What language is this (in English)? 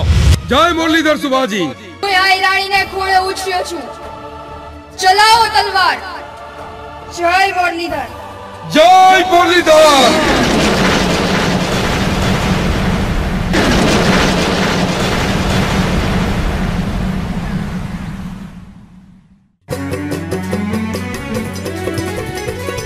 Gujarati